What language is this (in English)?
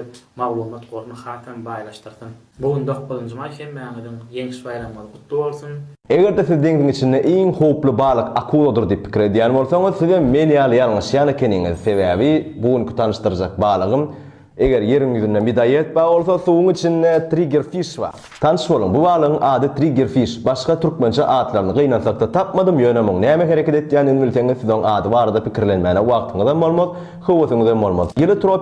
Turkmen